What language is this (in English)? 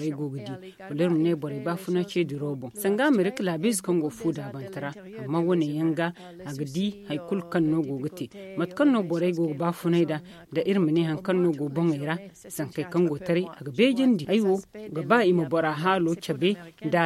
Zarma